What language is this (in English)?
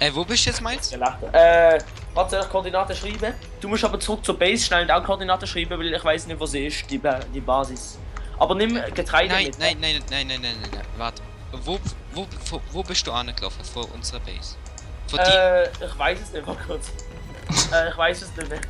Swiss German